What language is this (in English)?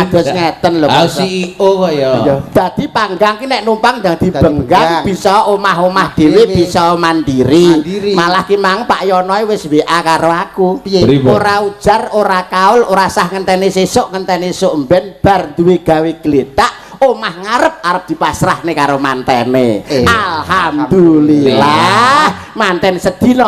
Javanese